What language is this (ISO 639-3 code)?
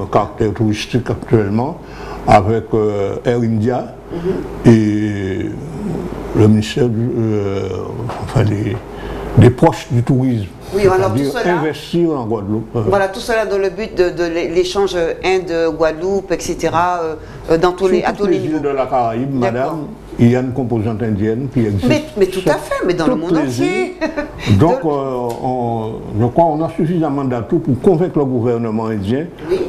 fra